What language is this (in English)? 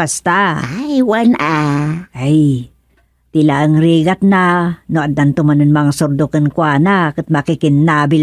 Iloko